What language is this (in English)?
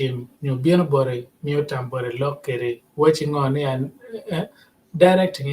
Acoli